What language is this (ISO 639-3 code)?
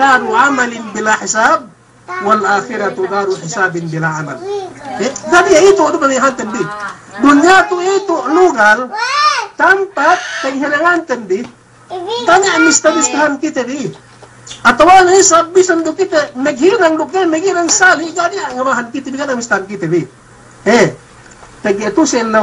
yka